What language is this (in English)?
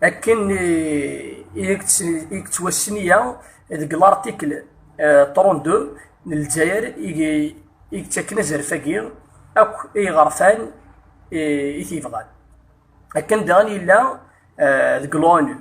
Kabyle